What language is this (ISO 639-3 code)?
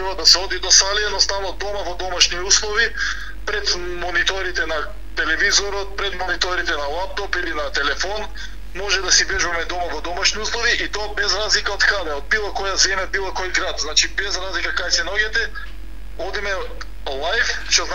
mkd